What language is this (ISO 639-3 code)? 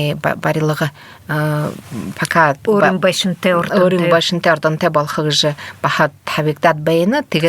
bua